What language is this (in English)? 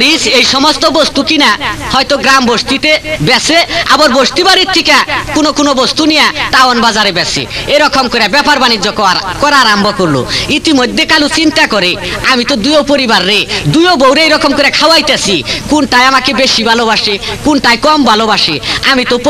Sylheti